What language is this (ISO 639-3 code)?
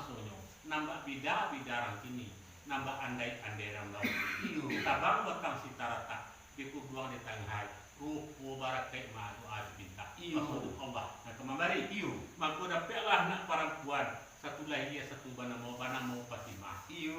min